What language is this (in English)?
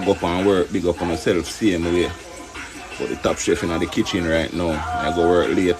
Jamaican Creole English